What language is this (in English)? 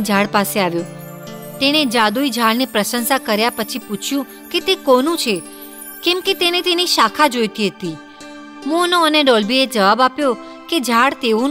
Gujarati